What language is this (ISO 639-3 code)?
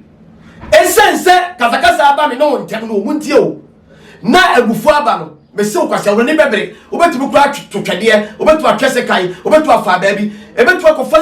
aka